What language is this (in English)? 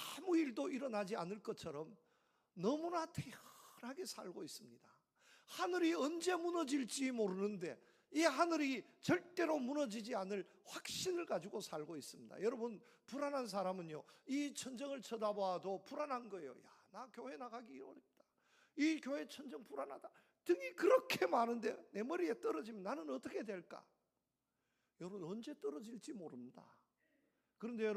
Korean